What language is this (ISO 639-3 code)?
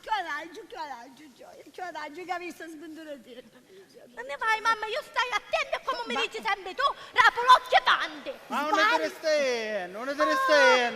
scn